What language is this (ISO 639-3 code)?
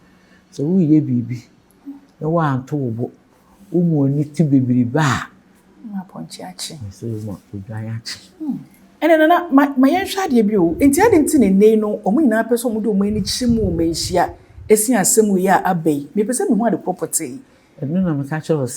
aka